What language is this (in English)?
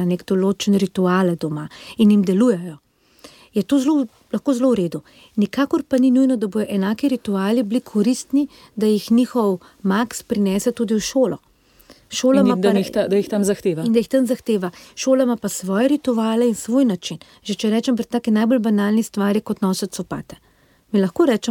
Slovenian